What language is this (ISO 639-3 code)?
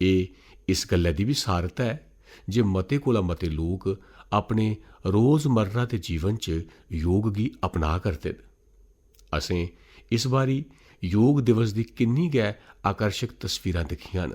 doi